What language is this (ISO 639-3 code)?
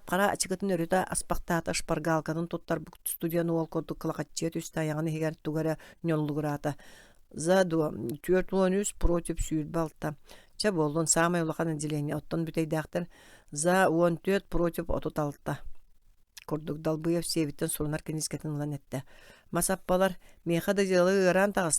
sah